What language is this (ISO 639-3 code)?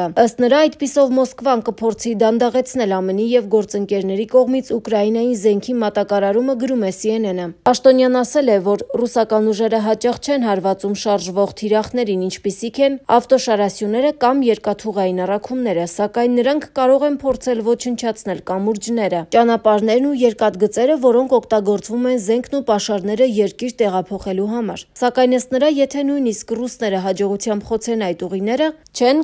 hye